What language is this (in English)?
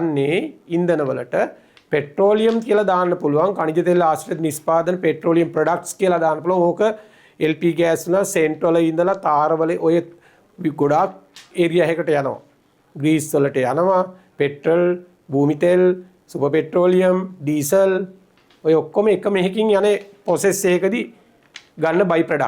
Sinhala